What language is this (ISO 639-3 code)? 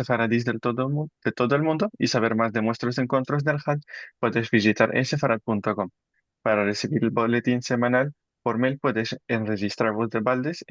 lad